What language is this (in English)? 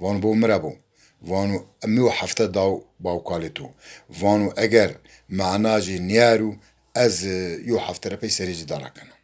Zaza